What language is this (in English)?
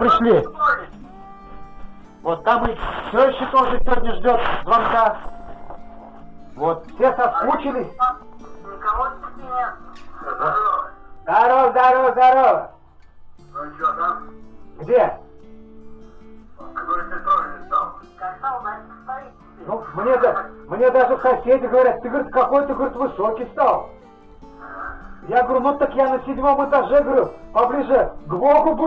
Russian